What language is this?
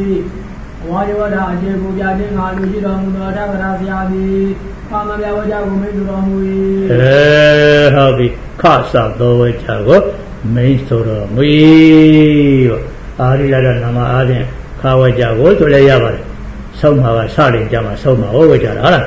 Burmese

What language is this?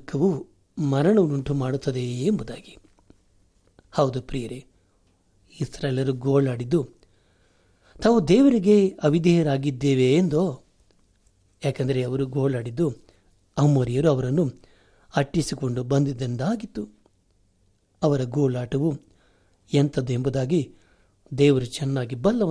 Kannada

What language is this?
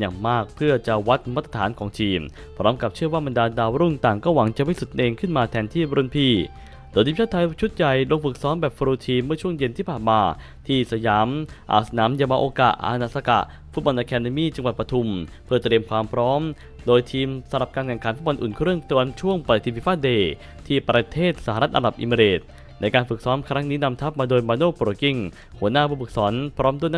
Thai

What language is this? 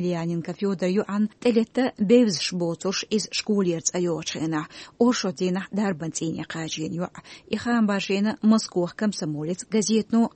Chechen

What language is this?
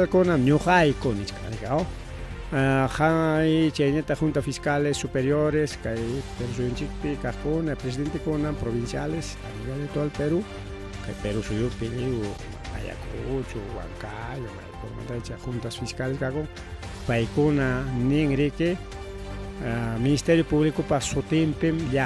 Ayacucho Quechua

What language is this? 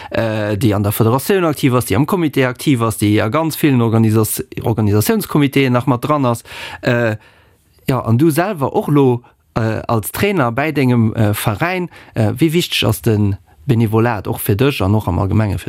Luxembourgish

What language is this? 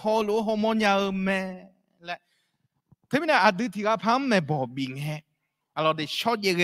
Akha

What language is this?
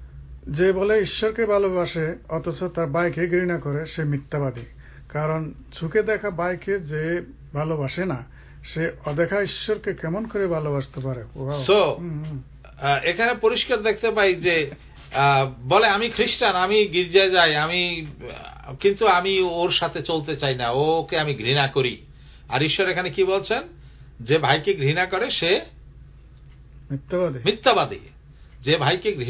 Bangla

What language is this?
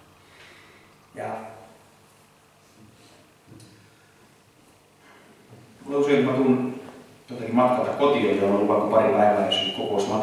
Finnish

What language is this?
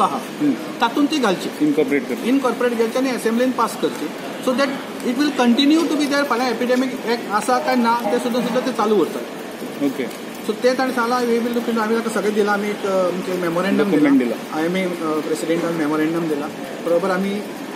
Konkani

